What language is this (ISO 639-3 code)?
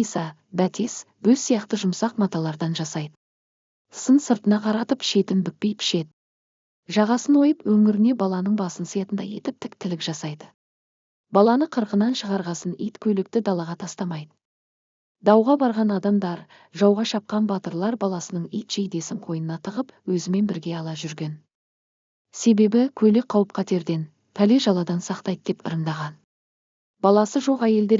kaz